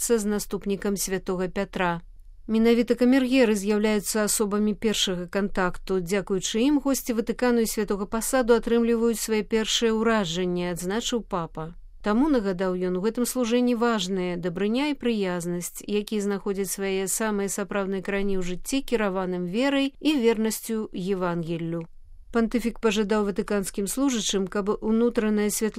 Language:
Belarusian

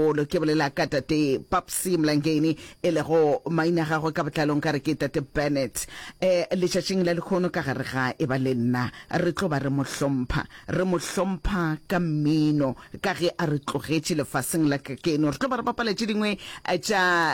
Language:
Northern Sotho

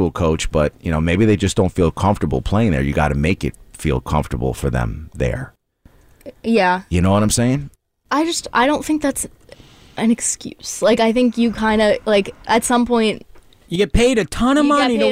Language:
English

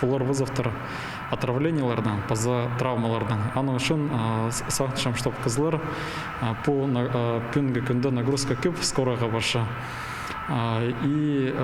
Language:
Khakas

